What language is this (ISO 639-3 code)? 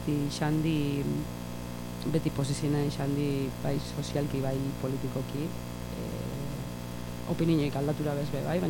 eus